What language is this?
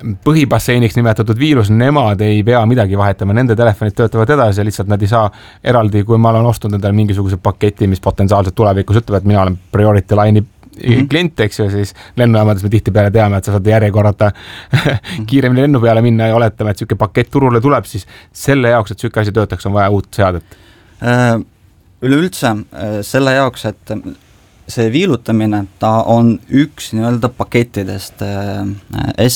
Estonian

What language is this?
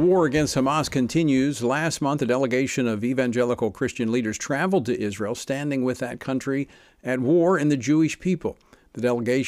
English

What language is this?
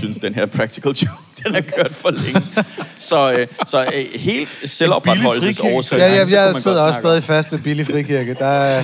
Danish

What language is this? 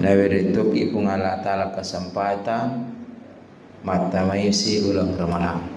Buginese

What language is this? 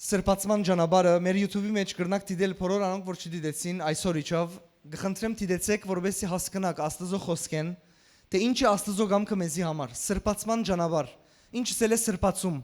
Western Armenian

